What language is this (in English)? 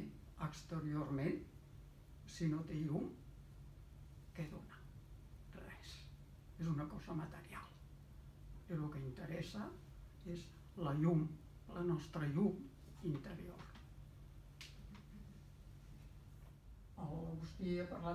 Catalan